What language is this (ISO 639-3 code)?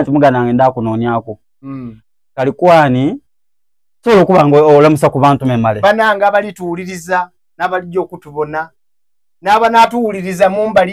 xog